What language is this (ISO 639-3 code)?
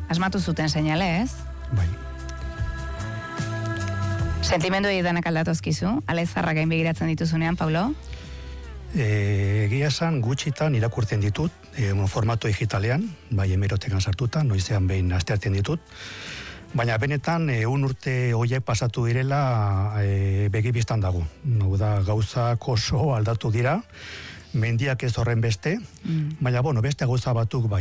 eus